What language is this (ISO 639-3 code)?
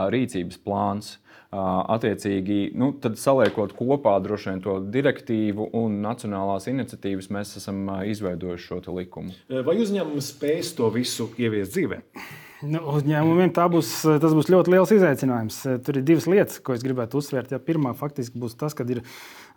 lav